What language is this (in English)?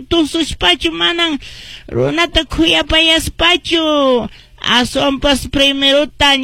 Quechua